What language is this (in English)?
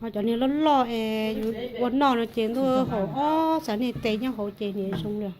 Hmong